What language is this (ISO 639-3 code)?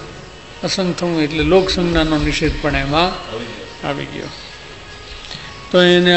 guj